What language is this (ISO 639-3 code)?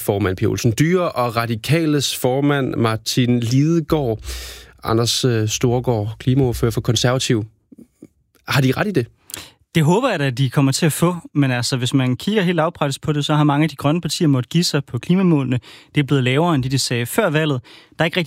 dan